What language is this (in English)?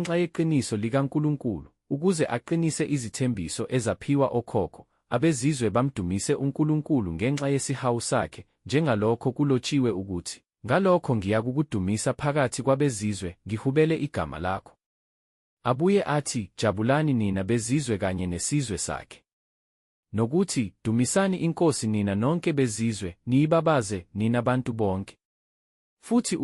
Zulu